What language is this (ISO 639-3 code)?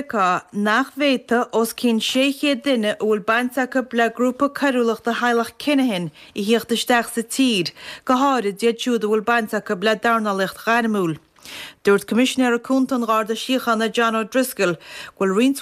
gle